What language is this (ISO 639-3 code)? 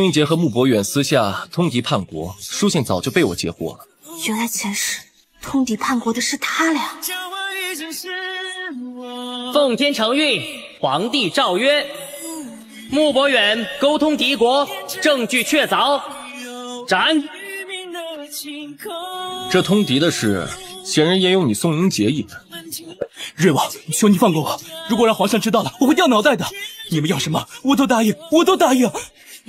zho